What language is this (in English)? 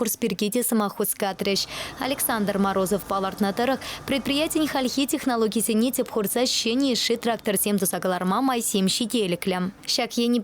Chuvash